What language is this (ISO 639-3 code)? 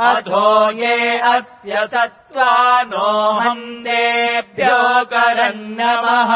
san